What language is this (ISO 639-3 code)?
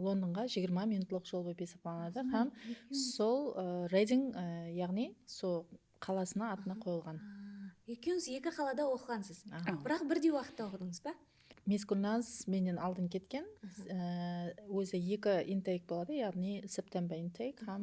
kaa